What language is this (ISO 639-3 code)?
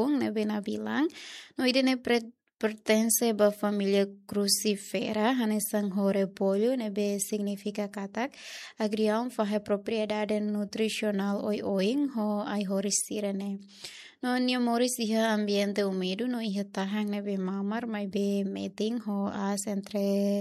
tet